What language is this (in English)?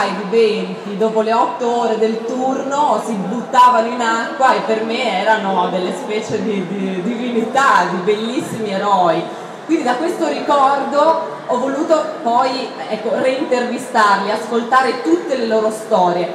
Italian